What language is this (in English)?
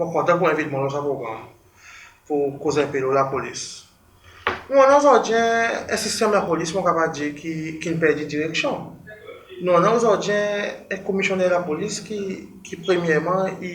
Seselwa Creole French